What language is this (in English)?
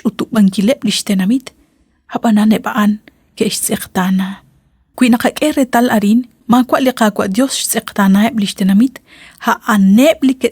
Kekchí